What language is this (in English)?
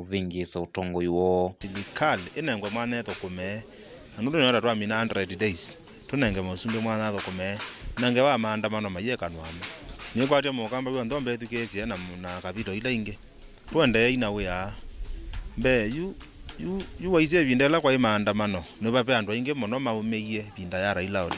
Kamba